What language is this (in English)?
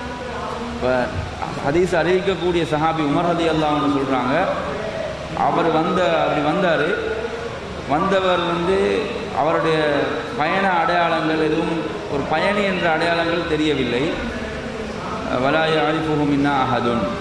Tamil